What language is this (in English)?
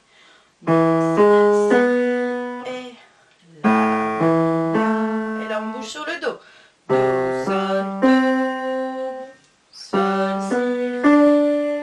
French